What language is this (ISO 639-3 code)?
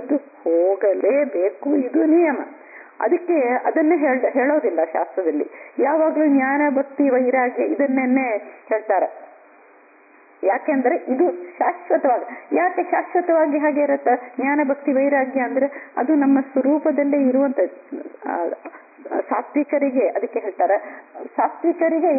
kan